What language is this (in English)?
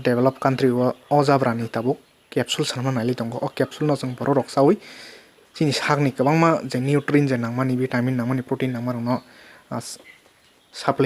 Kok Borok